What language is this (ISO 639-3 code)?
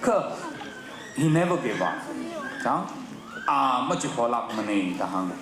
nmf